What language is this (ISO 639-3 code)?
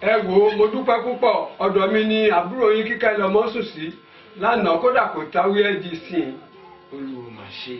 yor